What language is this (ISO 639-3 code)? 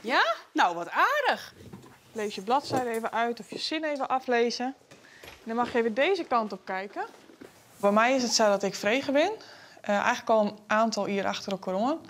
fry